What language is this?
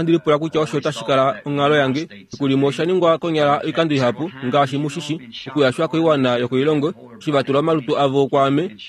Kuanyama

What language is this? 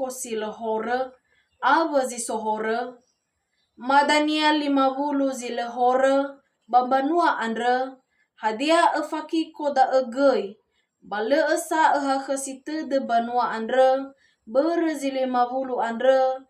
Nias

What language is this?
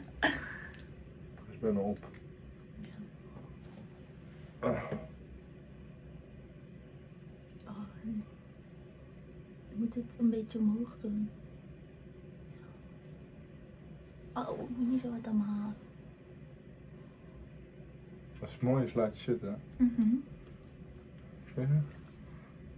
Dutch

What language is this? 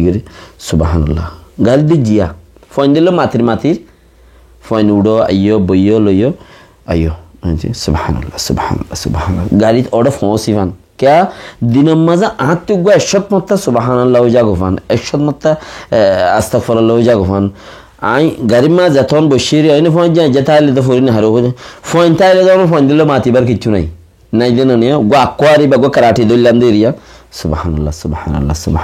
Rohingya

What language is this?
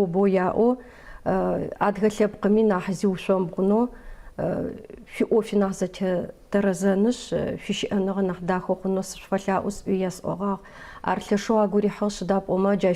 Adyghe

